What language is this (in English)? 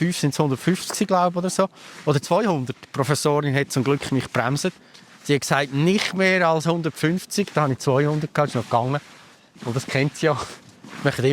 Swiss German